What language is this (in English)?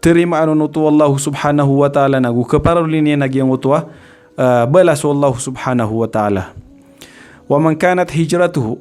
Maranao